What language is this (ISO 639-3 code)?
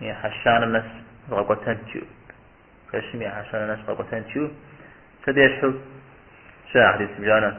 kbd